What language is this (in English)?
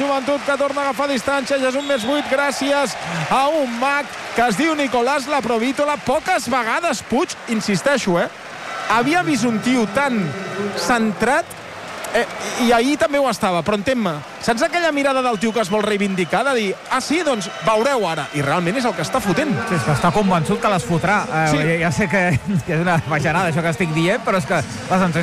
Catalan